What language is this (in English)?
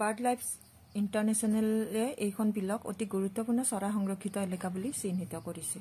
Assamese